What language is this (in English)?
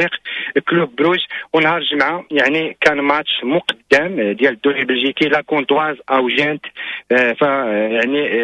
Moroccan Arabic